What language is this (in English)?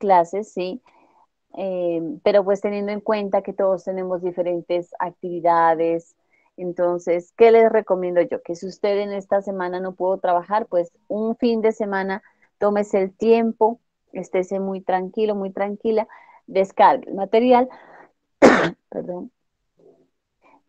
Spanish